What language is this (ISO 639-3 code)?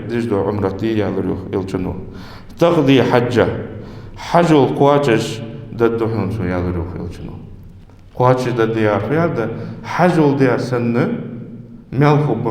inh